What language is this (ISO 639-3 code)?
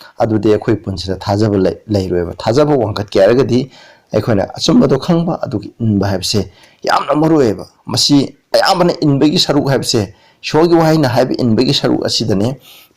mni